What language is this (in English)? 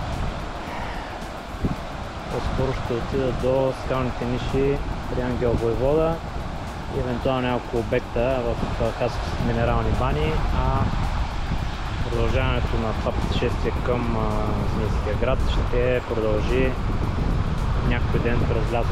Bulgarian